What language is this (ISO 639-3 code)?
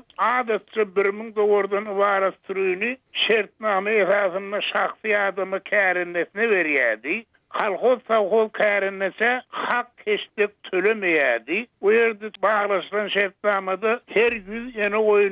tuk